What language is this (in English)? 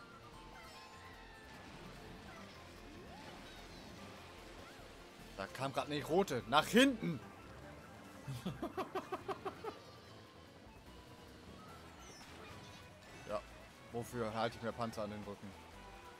German